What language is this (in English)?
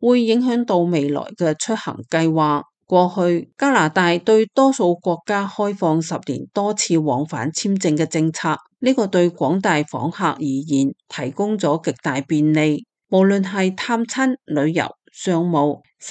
Cantonese